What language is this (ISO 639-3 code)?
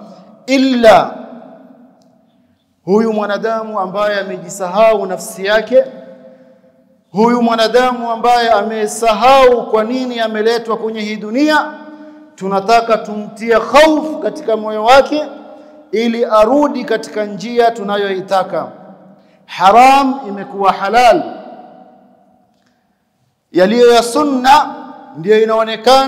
swa